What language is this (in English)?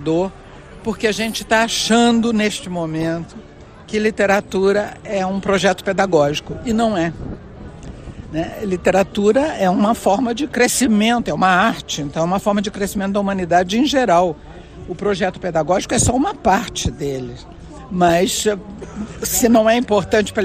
Portuguese